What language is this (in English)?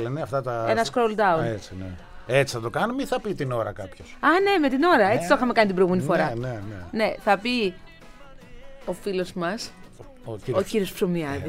Greek